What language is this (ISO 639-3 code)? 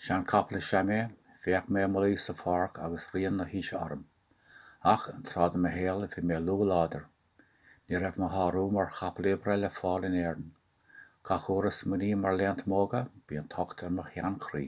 gle